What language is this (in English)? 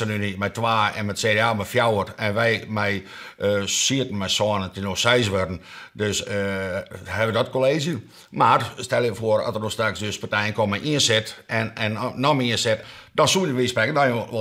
Western Frisian